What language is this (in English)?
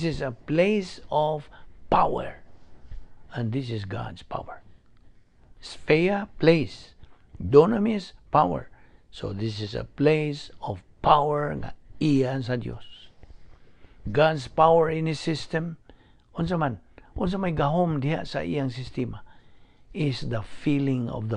Cebuano